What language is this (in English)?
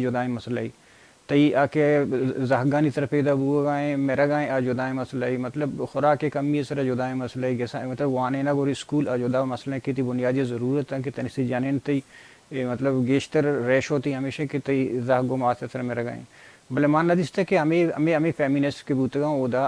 Baluchi